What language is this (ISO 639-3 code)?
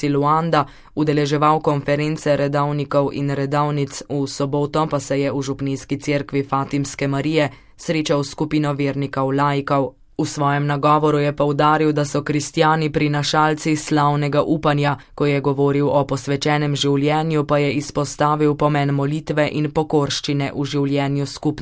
slv